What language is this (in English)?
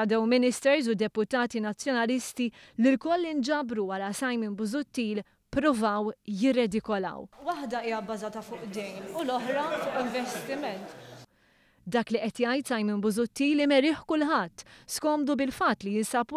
Maltese